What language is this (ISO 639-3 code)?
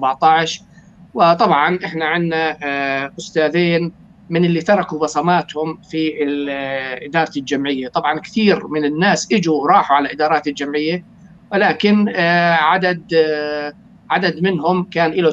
apc